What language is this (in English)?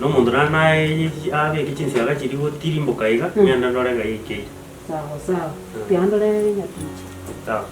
Gusii